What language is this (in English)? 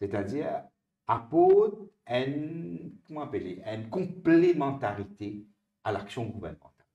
Morisyen